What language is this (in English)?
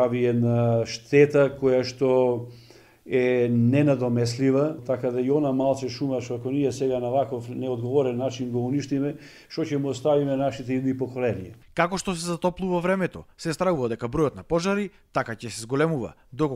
Macedonian